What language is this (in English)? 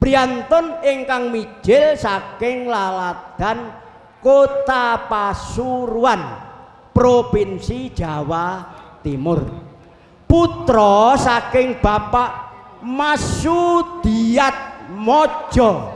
Javanese